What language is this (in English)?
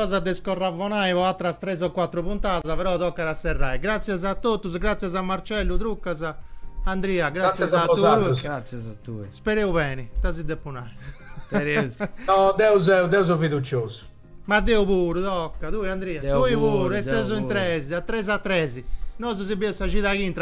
Sardinian